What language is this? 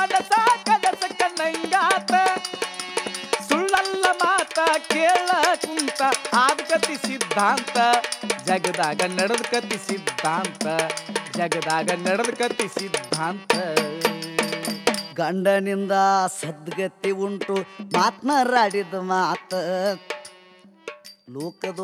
Kannada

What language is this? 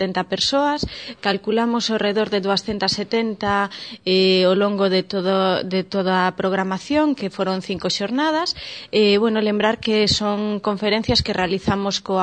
Galician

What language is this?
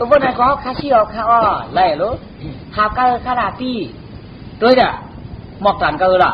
Shan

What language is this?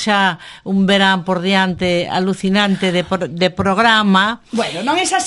Galician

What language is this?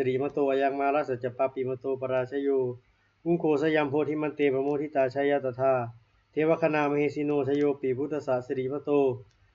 Pali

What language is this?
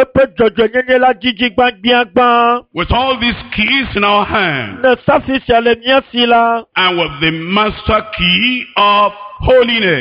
Ewe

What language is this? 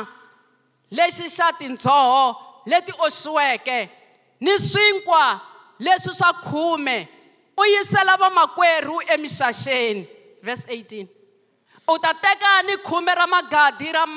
Tsonga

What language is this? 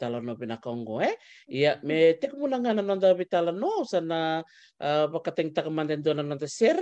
Fijian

